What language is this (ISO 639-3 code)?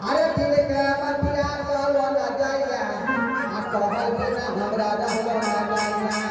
mai